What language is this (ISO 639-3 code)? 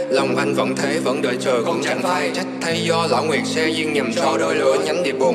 vie